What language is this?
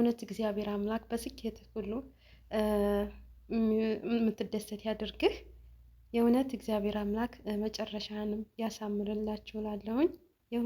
Amharic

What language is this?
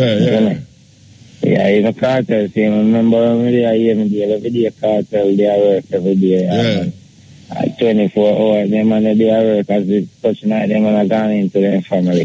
Jamaican Creole English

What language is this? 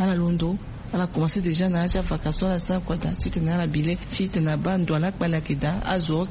Sango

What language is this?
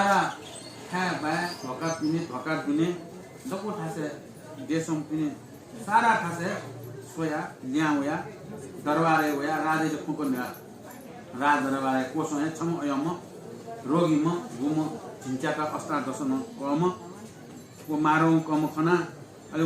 Newari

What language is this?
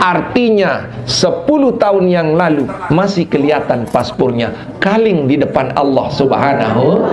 Sasak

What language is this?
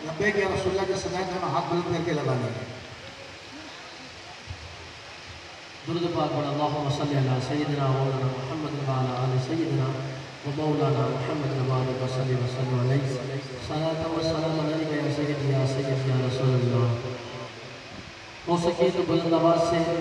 Urdu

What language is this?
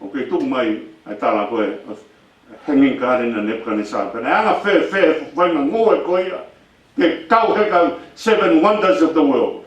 Tongan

